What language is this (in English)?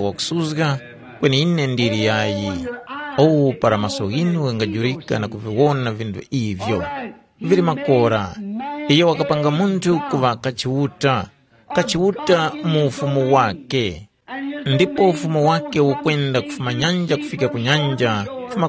Tumbuka